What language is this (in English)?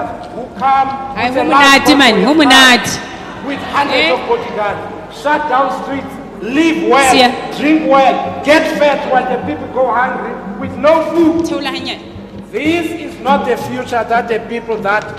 Southern Sotho